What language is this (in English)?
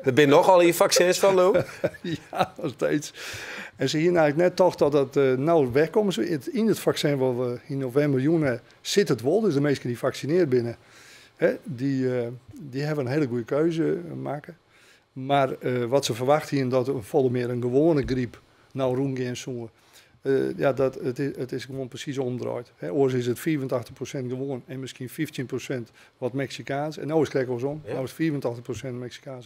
Western Frisian